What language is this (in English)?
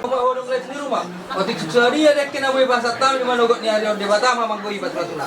Batak Toba